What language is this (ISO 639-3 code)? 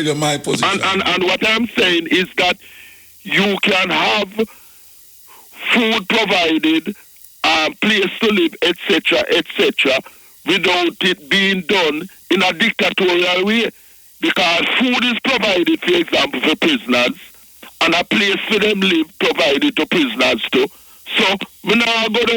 jam